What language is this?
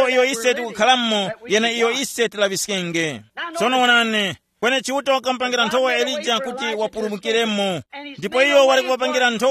Tumbuka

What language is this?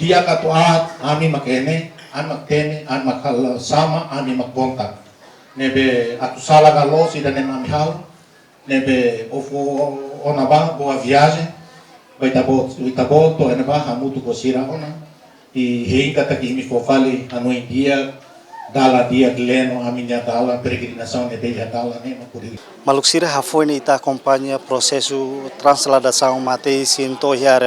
Tetum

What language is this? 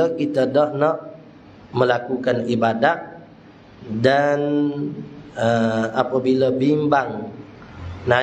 Malay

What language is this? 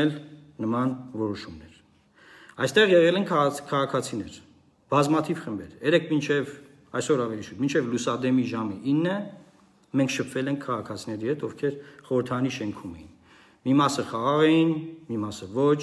Armenian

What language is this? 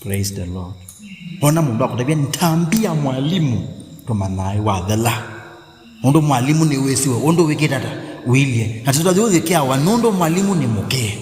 Kamba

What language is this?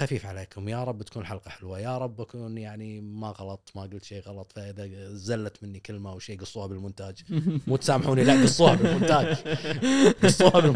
Gulf Arabic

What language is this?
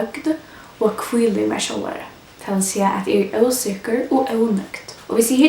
Faroese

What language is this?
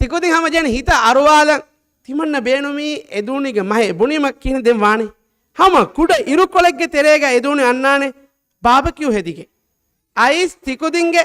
Divehi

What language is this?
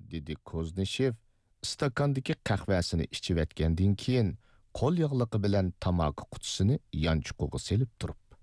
Uyghur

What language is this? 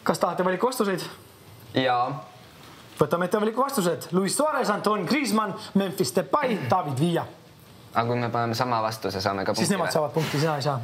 Estonian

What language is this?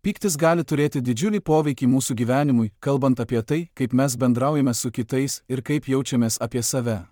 Lithuanian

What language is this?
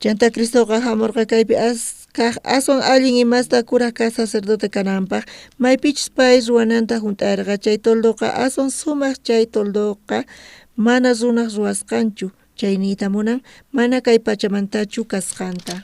South Bolivian Quechua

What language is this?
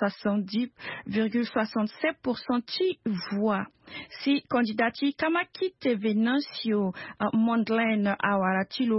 Sango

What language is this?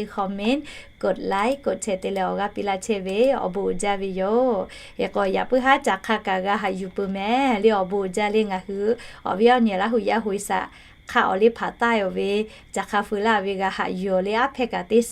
Lahu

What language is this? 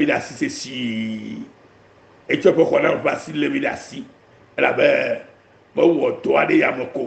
Ewe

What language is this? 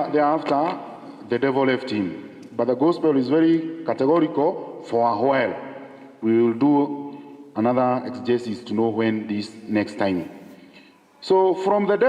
Kikuyu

